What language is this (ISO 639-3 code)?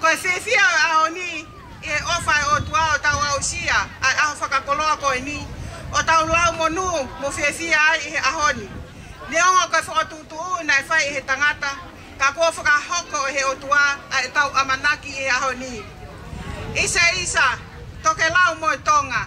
ton